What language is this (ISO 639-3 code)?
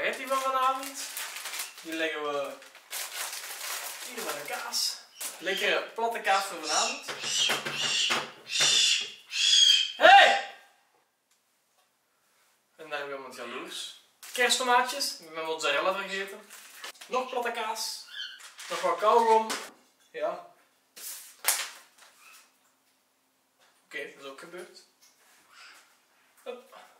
nld